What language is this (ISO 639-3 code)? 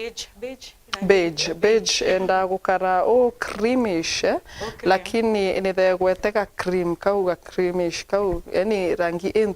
mer